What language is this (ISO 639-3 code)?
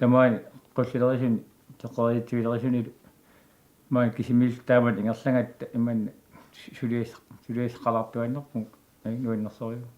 kal